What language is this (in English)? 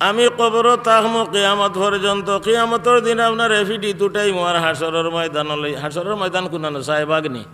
Sylheti